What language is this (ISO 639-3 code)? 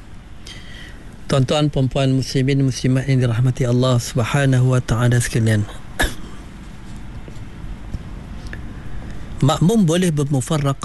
msa